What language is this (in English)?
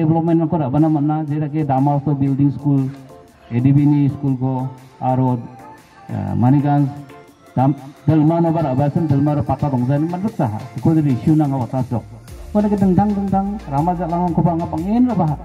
Garo